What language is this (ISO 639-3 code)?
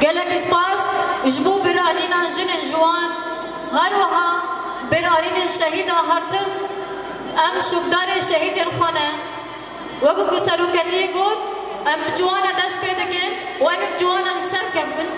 kur